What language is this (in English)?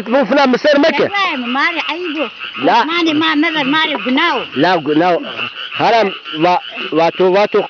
Zaza